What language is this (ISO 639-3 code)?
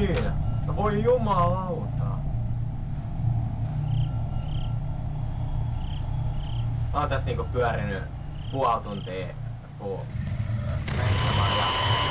fin